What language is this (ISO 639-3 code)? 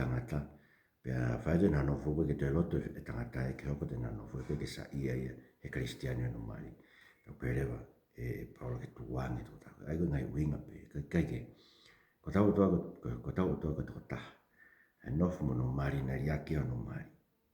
ton